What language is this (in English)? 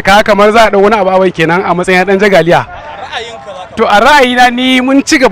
Hausa